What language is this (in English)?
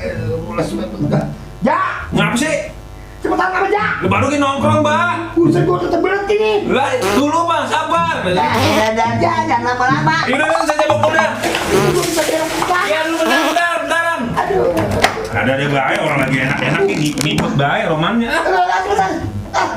Betawi